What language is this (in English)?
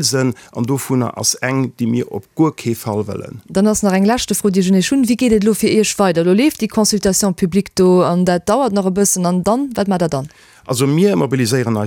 Luxembourgish